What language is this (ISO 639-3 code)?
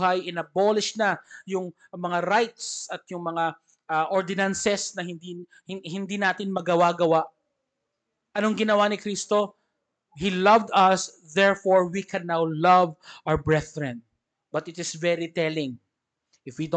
fil